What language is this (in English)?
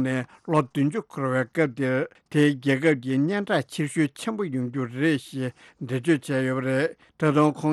Tibetan